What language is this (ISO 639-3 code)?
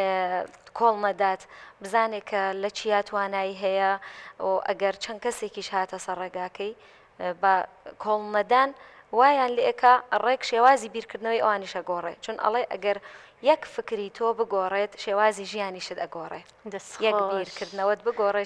ckb